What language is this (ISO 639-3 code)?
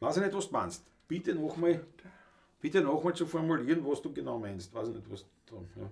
bar